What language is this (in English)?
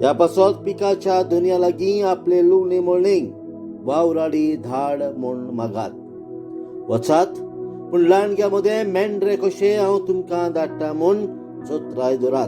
Konkani